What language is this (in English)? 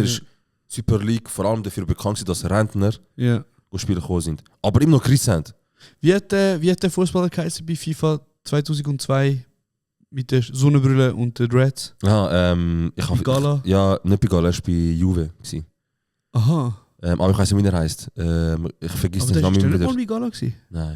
Swiss German